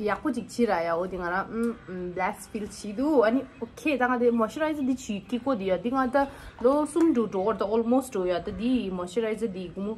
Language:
Tibetan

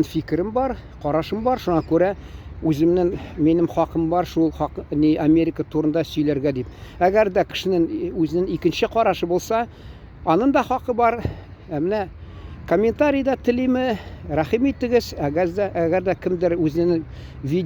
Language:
Tatar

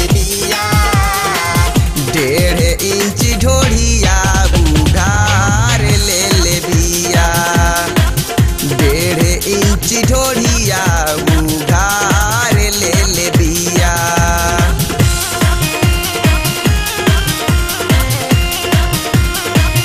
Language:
Bhojpuri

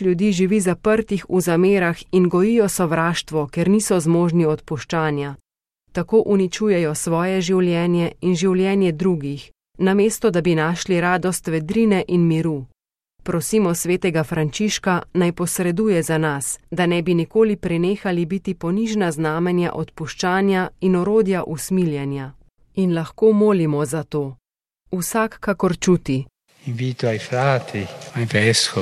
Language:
Slovenian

